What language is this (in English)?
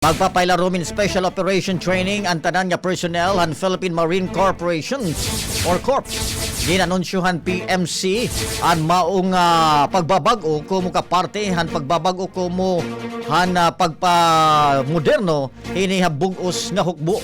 Waray